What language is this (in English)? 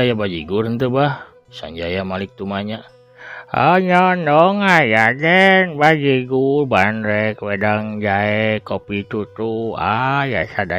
Sundanese